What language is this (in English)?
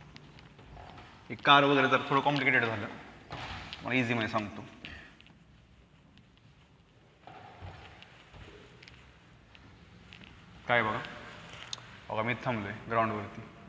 Marathi